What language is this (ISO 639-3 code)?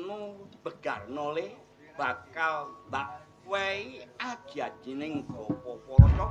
jav